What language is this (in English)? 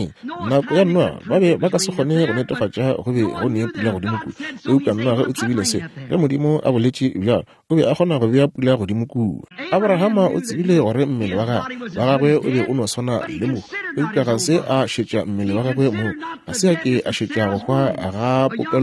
Northern Sotho